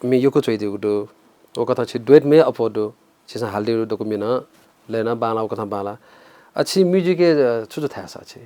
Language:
Newari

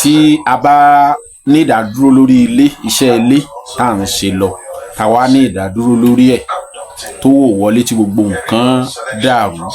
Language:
Yoruba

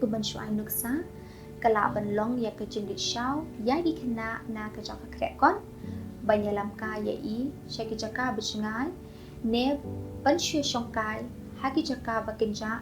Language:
Khasi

